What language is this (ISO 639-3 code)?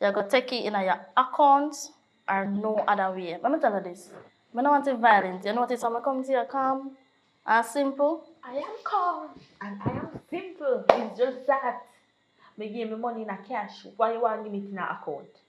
jam